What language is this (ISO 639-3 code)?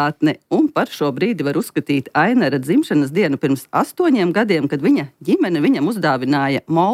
lav